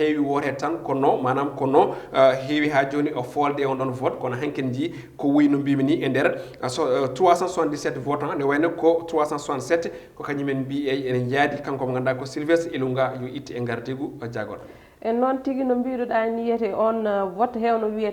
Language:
Fula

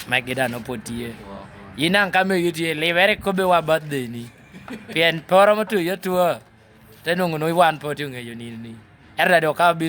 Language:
Lango (Uganda)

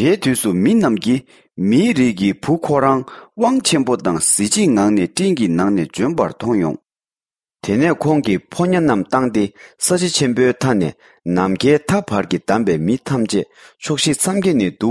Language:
Tibetan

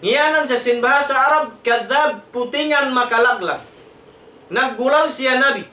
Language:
Tausug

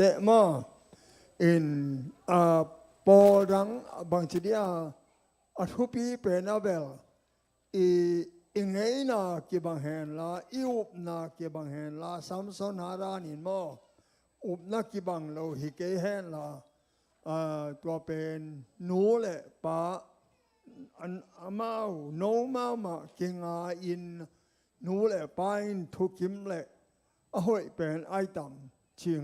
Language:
Tedim Chin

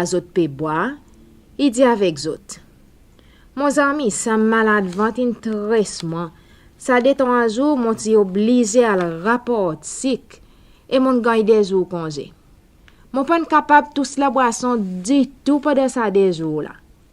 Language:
Seselwa Creole French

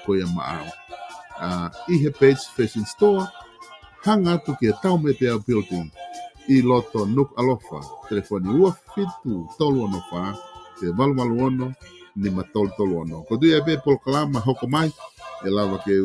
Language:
Tongan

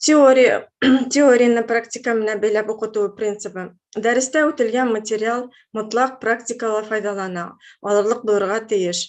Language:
Bashkir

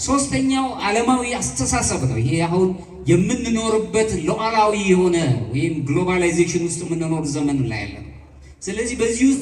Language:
Amharic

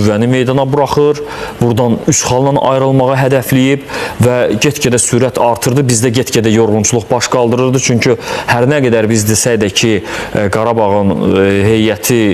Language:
Azerbaijani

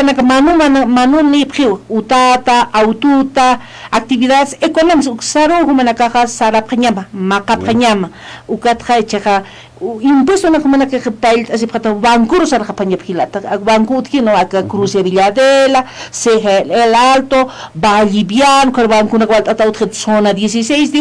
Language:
Aymara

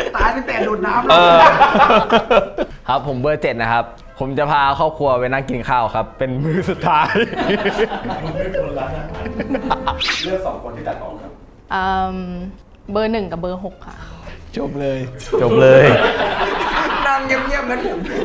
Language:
Thai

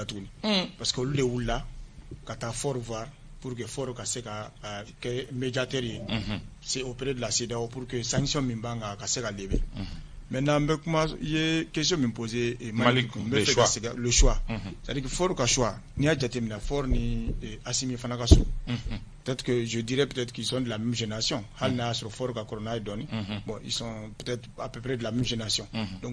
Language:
Bambara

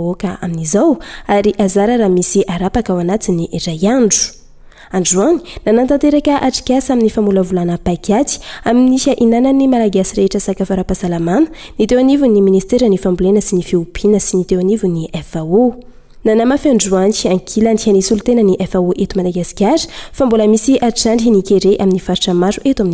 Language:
Malagasy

